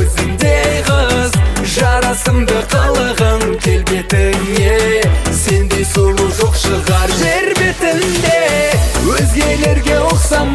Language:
Kazakh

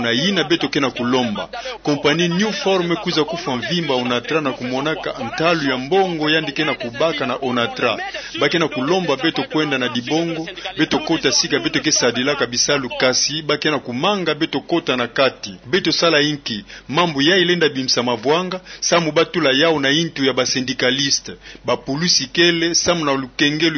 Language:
Kituba (Democratic Republic of Congo)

